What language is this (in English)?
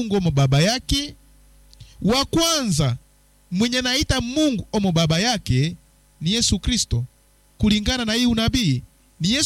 Swahili